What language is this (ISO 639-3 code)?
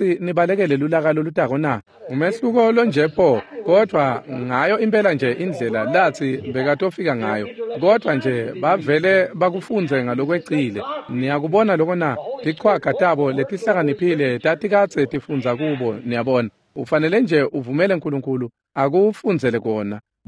ssw